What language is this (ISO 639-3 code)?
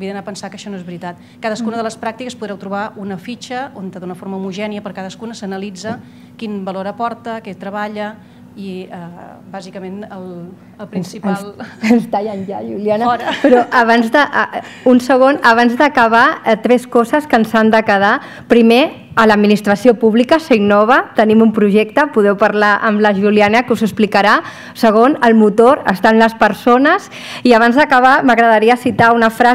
cat